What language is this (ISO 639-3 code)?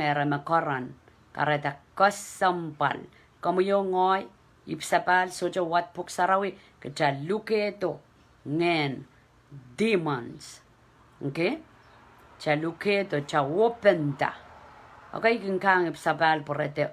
pon